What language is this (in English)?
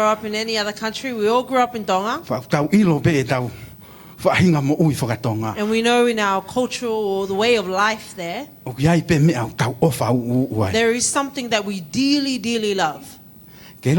Tongan